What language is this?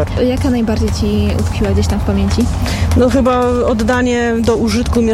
Polish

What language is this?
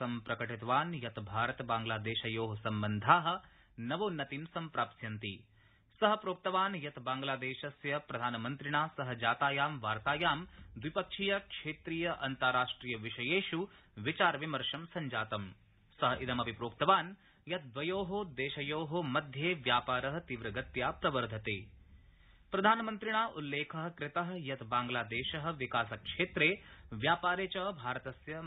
Sanskrit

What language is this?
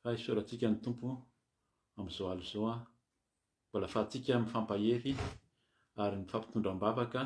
Malagasy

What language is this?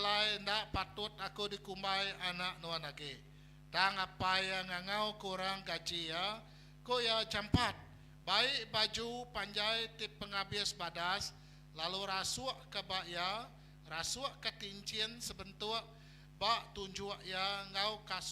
Iban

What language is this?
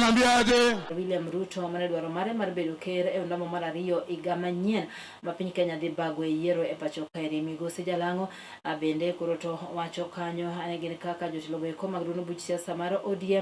Luo (Kenya and Tanzania)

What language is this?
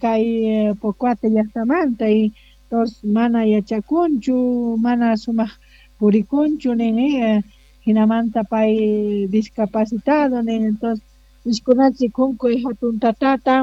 South Bolivian Quechua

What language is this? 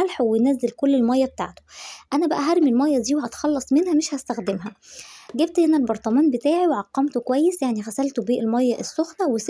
Egyptian Arabic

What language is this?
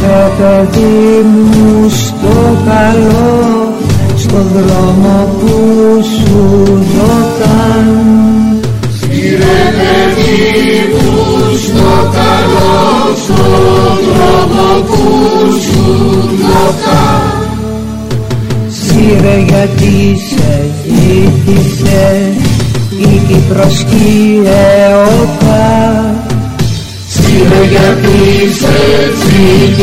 Greek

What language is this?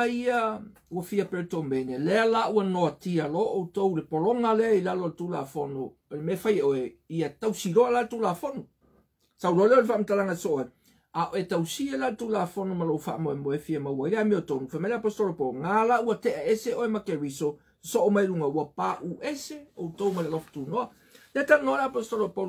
Samoan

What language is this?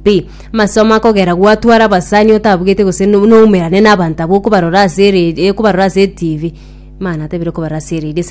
Gusii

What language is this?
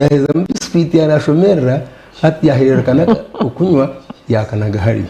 Nyankole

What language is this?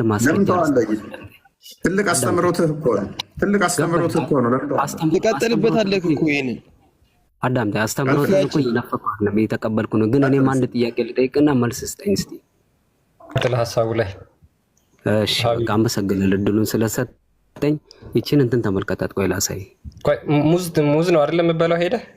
Amharic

